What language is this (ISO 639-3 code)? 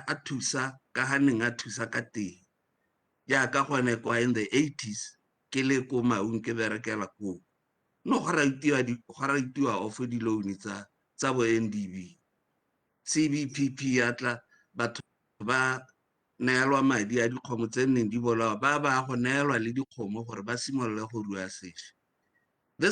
tsn